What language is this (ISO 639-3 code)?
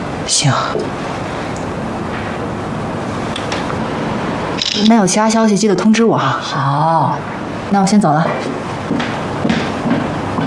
zho